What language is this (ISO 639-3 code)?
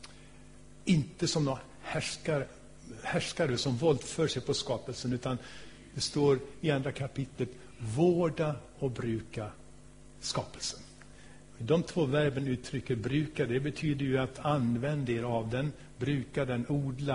swe